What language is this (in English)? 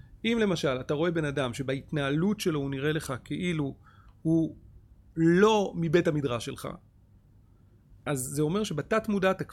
Hebrew